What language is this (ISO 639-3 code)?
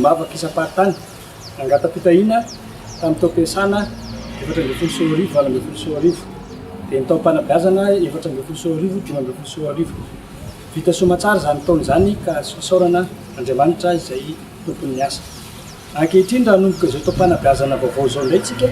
mlg